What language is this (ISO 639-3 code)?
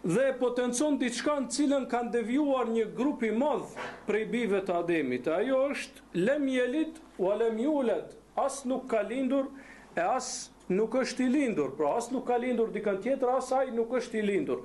sqi